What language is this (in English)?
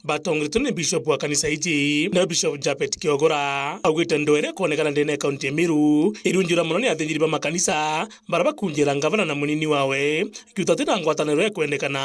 Meru